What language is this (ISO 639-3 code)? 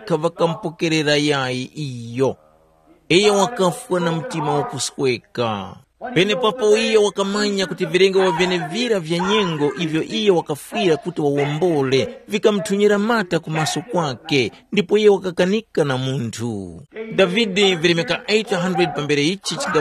tum